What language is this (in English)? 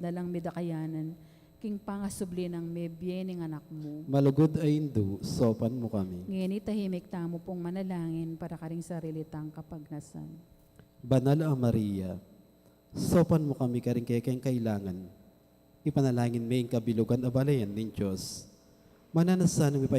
Pampanga